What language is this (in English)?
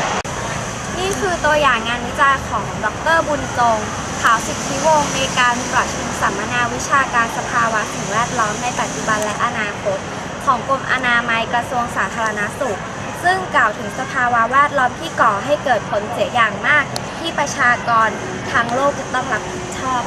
Thai